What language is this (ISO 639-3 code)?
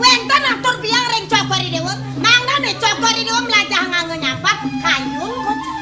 ban